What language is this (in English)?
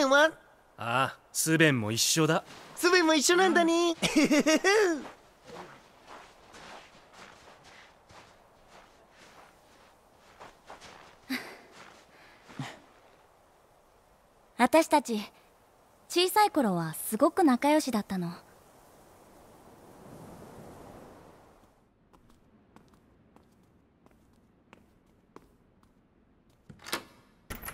Japanese